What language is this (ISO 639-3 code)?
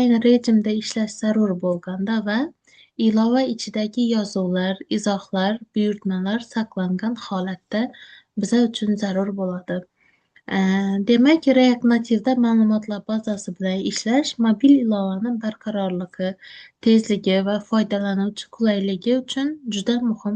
uzb